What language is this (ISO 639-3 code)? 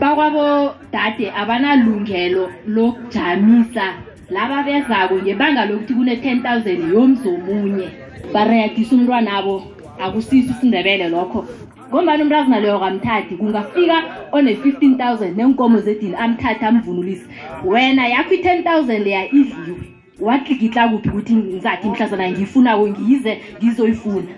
nbl